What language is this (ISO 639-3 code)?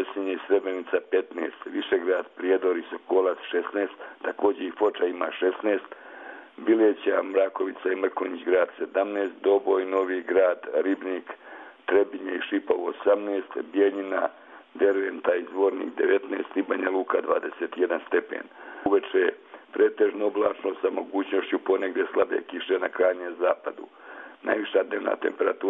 srp